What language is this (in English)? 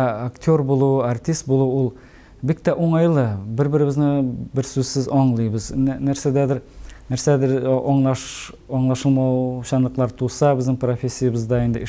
Tatar